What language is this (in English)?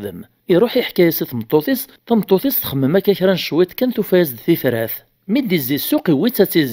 Kabyle